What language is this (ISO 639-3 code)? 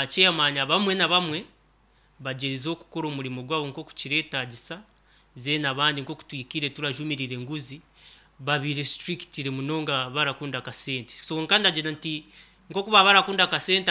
nyn